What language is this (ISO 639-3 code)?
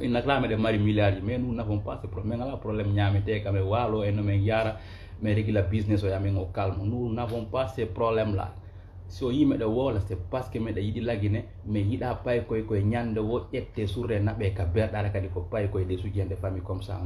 ful